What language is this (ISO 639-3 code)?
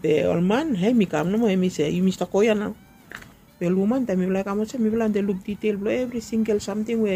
bis